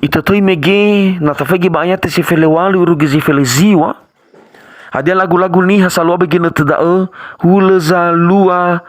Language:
Nias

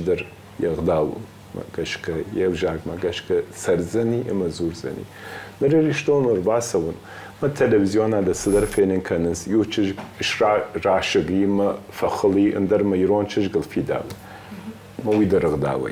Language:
Ossetic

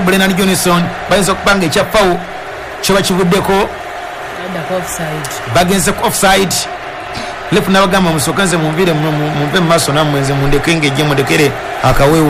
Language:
Ganda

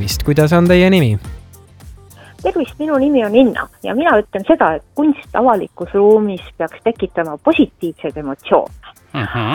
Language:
Estonian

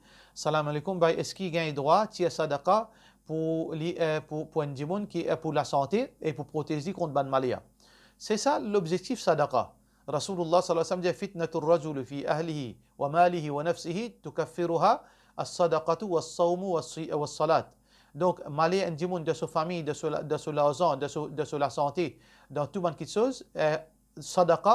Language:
Morisyen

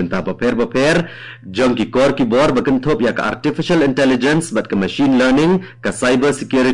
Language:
Khasi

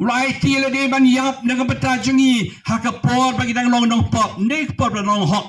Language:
Khasi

